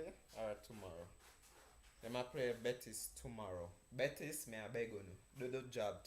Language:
Jamaican Creole English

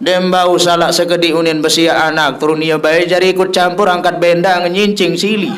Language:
Sasak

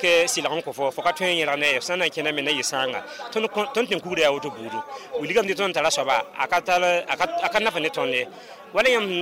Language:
Mossi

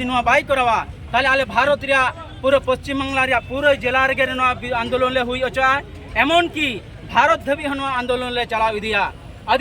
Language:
Santali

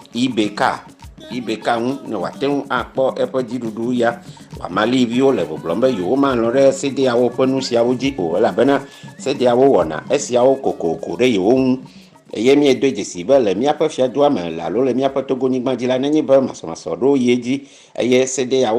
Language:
Ewe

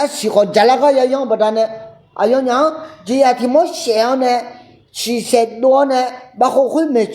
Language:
Akha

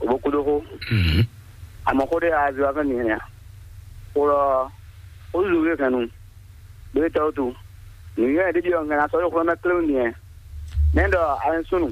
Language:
Fon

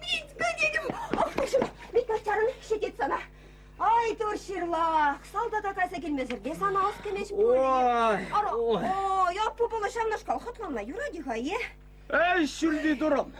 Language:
Chuvash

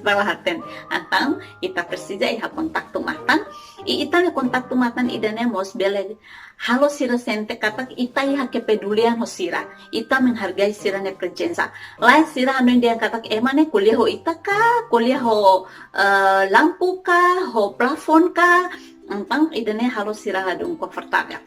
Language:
Tetum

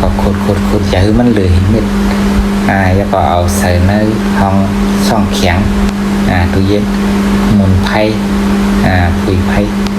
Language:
Shan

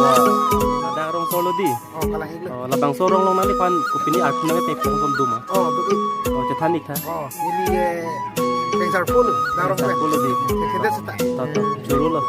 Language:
Karbi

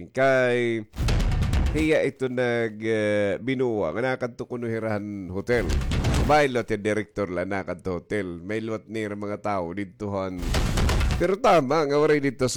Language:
Waray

